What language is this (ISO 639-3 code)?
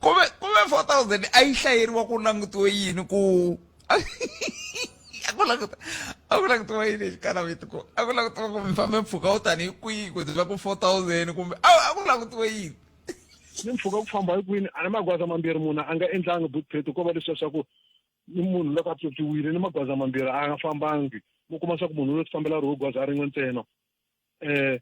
tso